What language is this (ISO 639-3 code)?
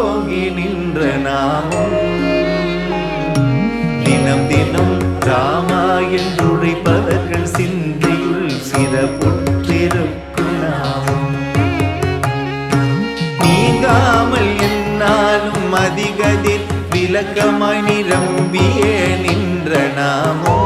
tam